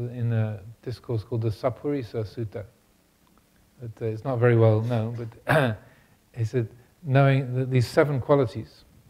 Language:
English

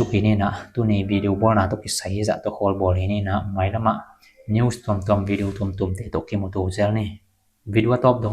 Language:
Tedim Chin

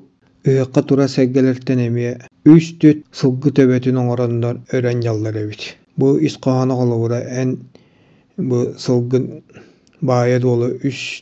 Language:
Yakut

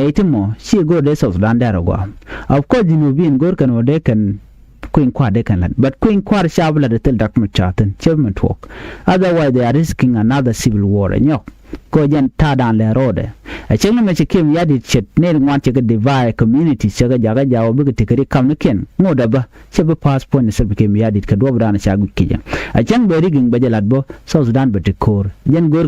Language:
Nuer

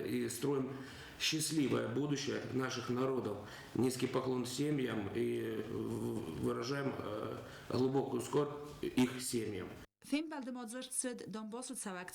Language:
Ossetic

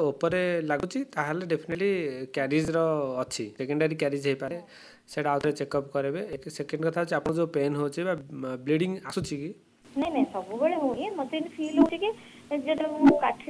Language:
Odia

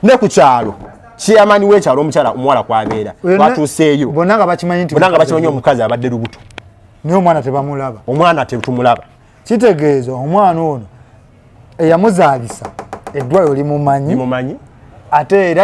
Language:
Ganda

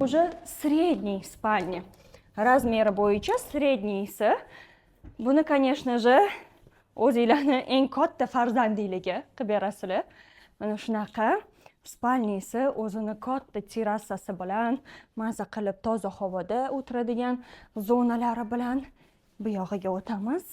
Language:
Uzbek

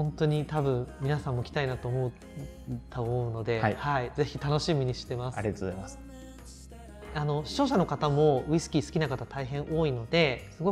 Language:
Japanese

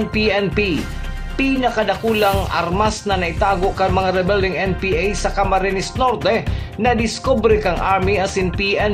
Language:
Bikol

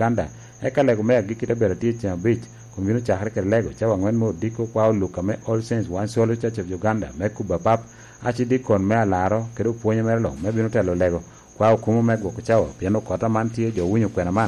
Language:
Lango (Uganda)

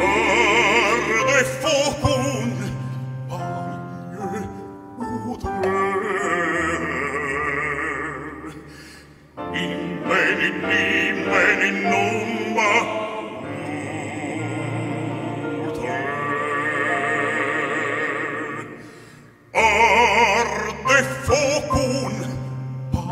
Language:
Romanian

